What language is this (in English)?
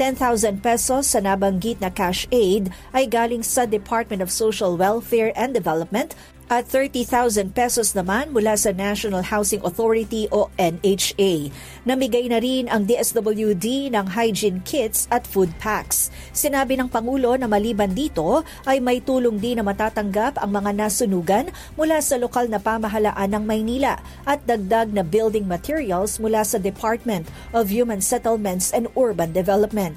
Filipino